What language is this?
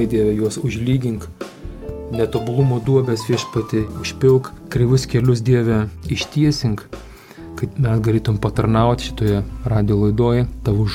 Lithuanian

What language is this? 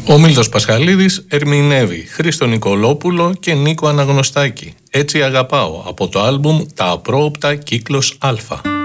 Greek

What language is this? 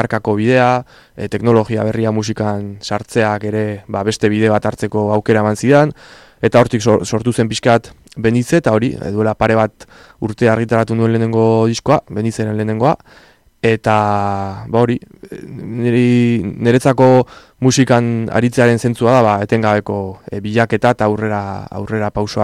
Basque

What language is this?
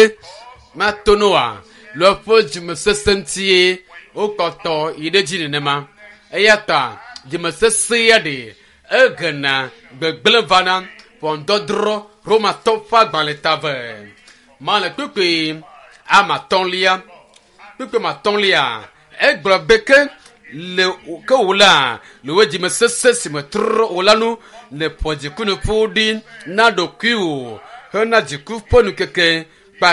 Ewe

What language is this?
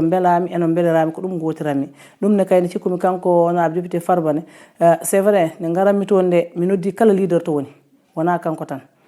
Fula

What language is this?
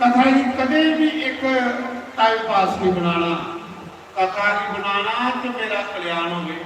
Dogri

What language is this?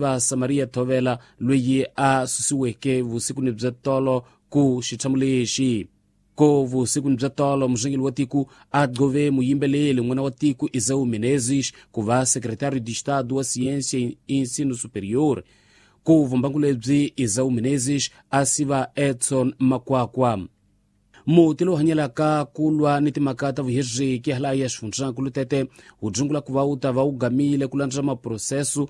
Tsonga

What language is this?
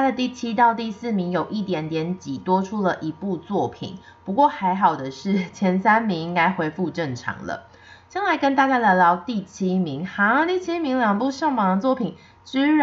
Chinese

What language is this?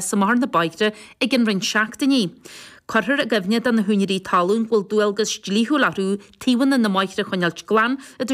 Irish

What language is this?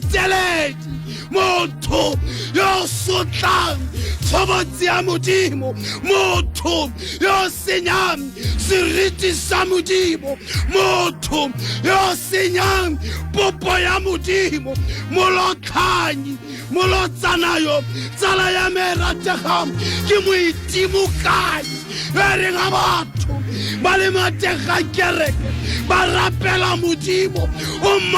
Tswana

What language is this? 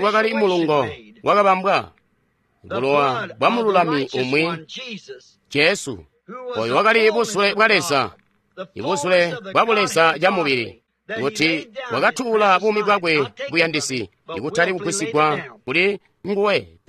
Tonga (Zambia)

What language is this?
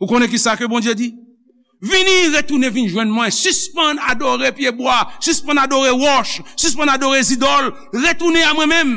Haitian Creole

